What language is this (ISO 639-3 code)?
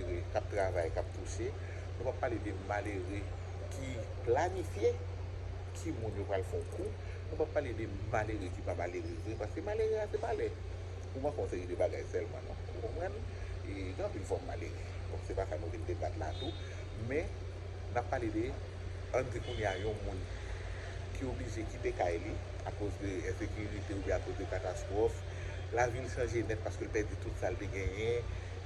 hat